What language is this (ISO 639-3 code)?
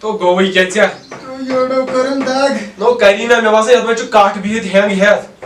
kas